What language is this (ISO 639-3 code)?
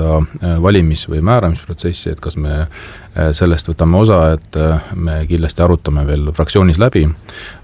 est